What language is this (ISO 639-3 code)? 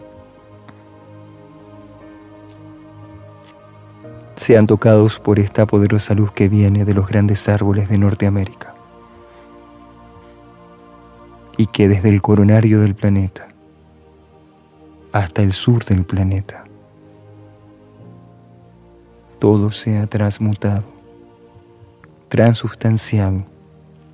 spa